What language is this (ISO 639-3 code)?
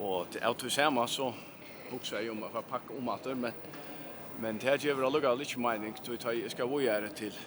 fao